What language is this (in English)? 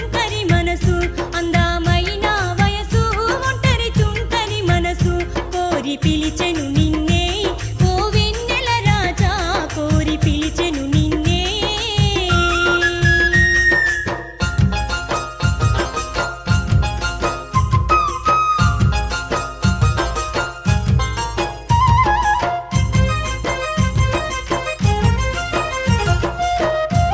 Telugu